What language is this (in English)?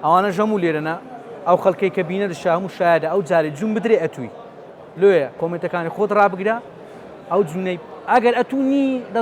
Central Kurdish